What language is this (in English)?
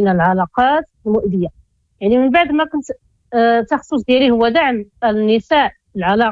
Moroccan Arabic